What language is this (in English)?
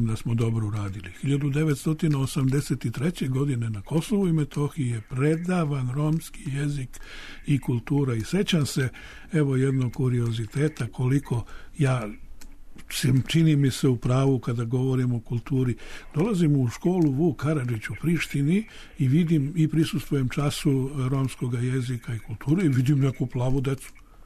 Serbian